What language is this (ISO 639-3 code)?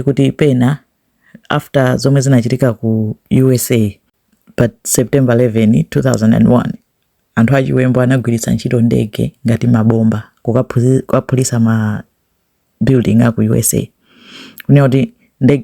nya